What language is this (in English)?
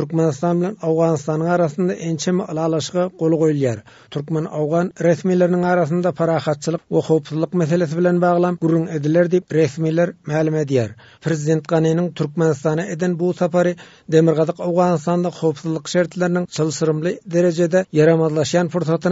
Turkmen